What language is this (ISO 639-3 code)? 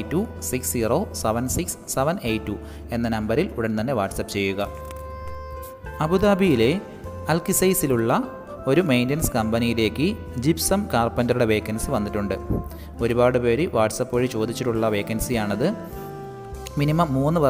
mal